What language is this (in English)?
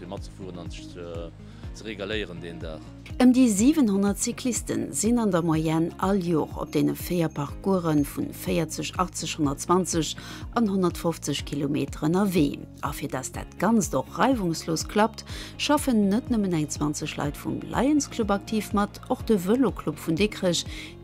Luxembourgish